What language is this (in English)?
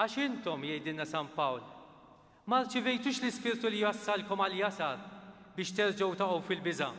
Maltese